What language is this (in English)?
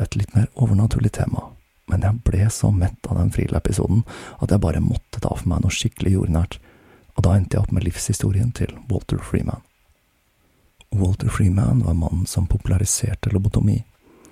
Norwegian